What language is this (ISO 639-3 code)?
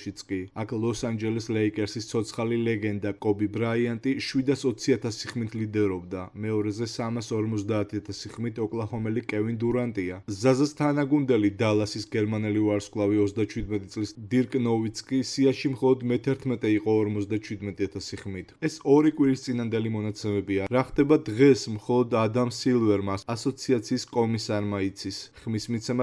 kat